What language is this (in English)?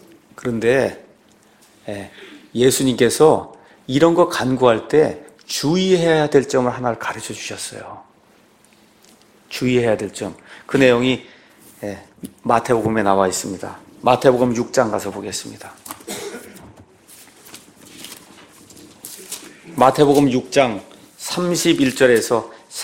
Korean